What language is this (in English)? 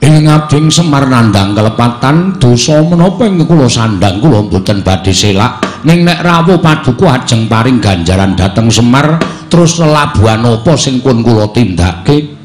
Javanese